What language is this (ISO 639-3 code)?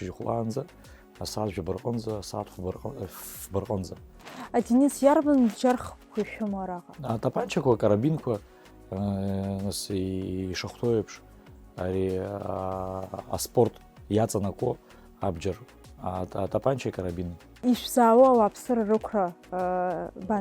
abk